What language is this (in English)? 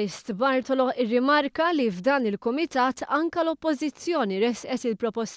Maltese